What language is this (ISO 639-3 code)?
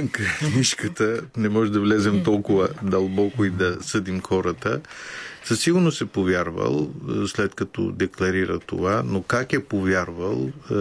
bul